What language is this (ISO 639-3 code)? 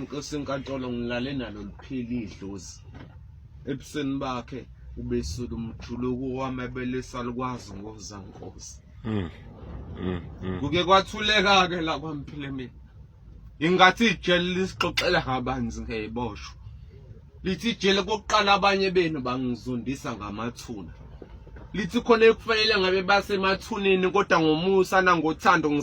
zul